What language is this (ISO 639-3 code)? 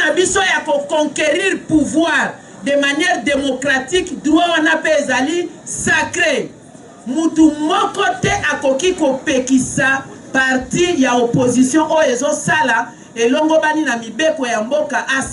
lin